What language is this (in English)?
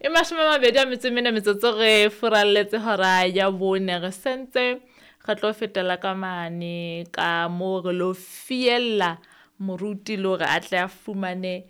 Southern Sotho